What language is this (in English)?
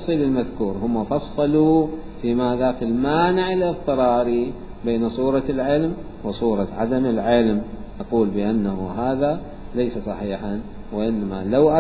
Mesopotamian Arabic